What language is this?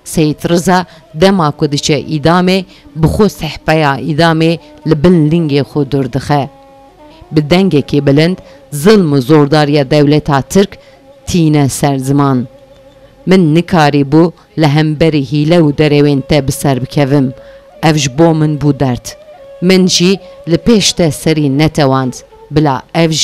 Kurdish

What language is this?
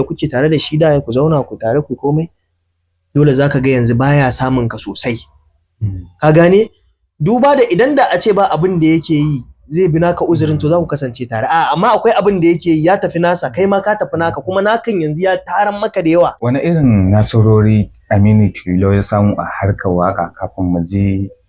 Hausa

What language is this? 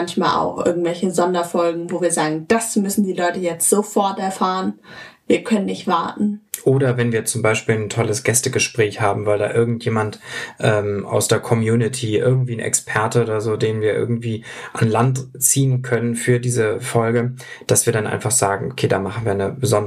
German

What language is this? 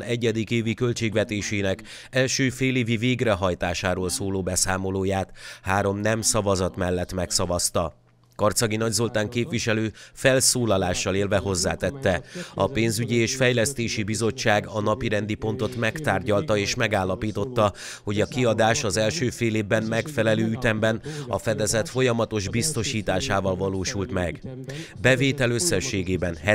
Hungarian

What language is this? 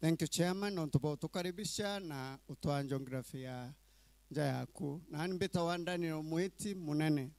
Meru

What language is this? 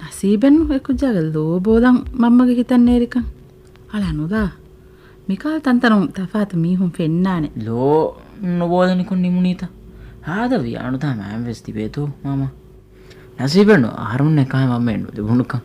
Divehi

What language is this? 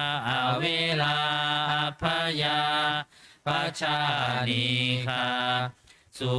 Pali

